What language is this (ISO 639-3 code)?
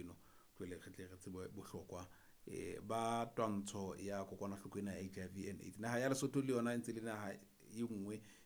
sot